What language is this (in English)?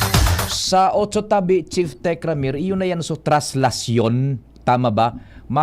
Bikol